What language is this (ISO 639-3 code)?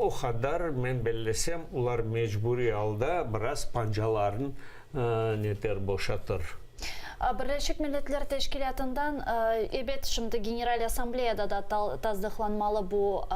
crh